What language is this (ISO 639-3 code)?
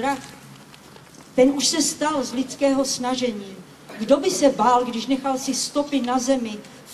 ces